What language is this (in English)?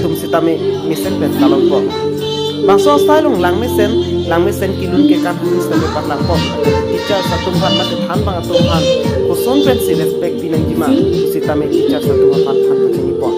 Karbi